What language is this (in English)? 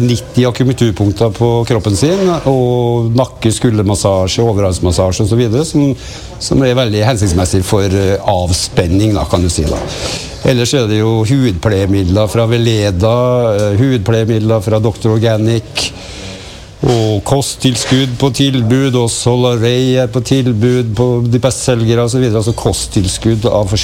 Norwegian